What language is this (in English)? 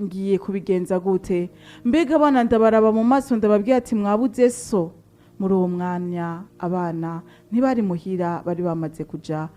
Rundi